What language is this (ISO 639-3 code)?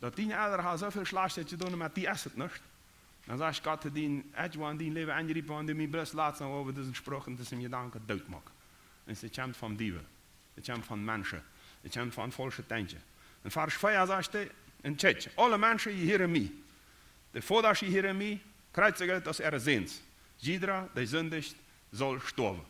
pdt